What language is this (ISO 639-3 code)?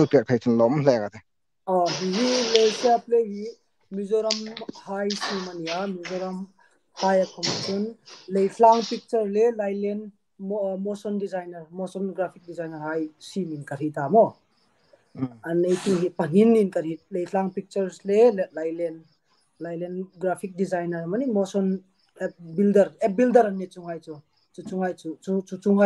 hmr